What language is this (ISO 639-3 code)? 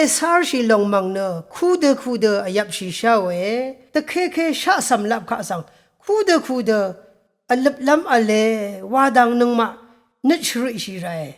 raw